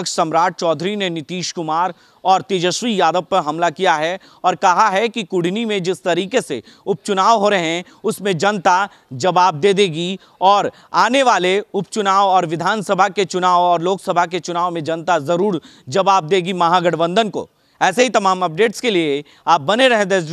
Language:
Hindi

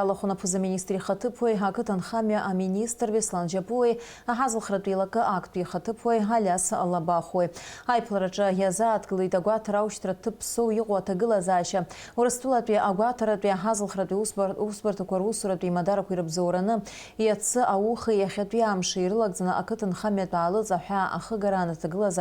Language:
Abkhazian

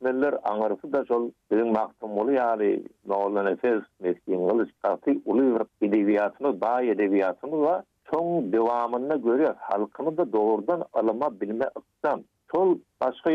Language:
Turkmen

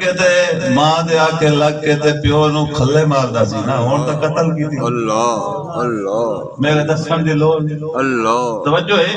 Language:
Saraiki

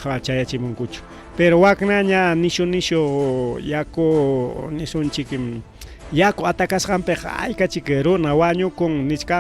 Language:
Ayacucho Quechua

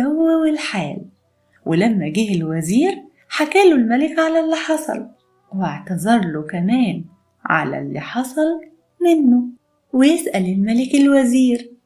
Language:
Egyptian Arabic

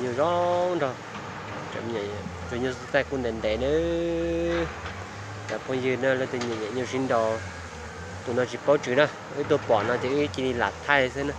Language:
Hmong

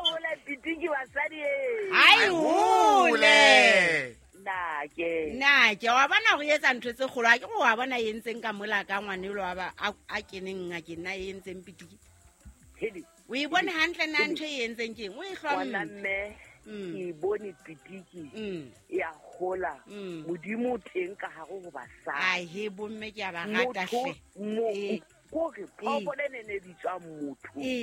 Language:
Southern Sotho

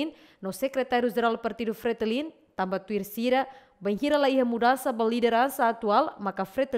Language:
Tetum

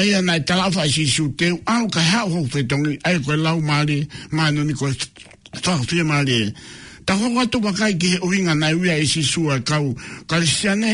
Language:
Tongan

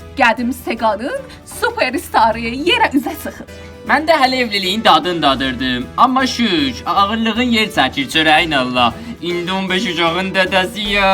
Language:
South Azerbaijani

